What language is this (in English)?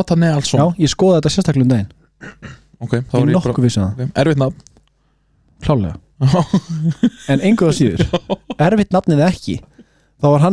Icelandic